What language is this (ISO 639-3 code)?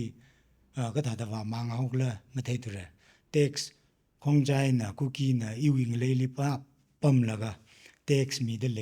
nmf